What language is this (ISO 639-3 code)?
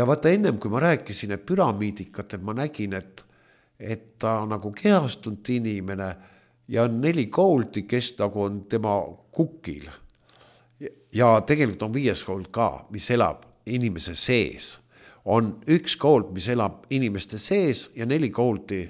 est